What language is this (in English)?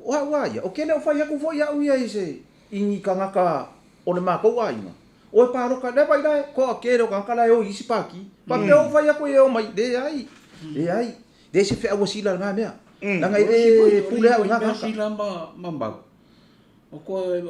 Samoan